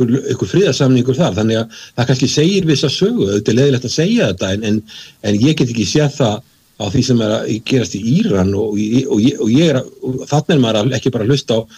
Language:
Icelandic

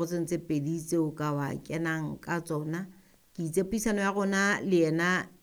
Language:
Southern Sotho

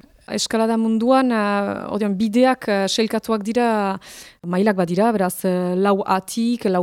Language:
Basque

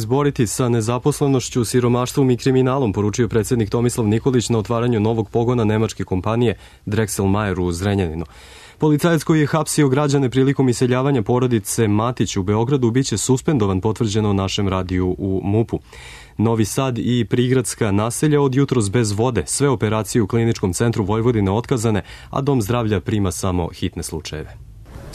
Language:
Serbian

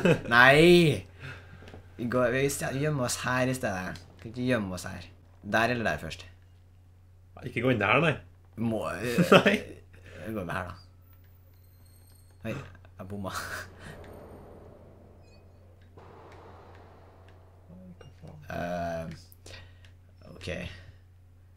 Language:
Norwegian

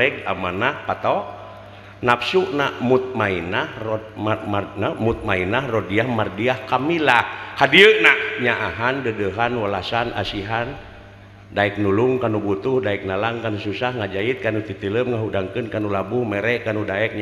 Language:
Sundanese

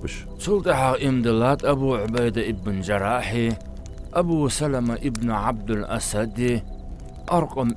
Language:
Ingush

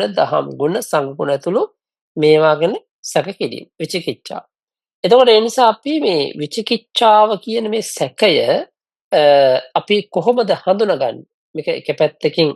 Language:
Sinhala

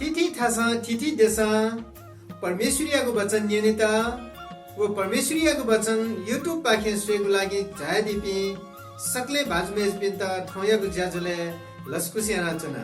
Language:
Newari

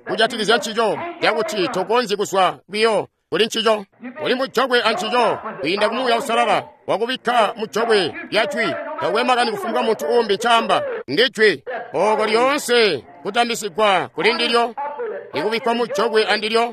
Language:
Tonga (Zambia)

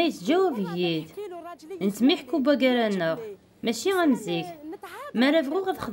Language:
Kabyle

